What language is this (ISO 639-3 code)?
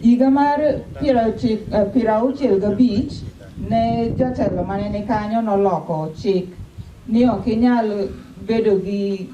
luo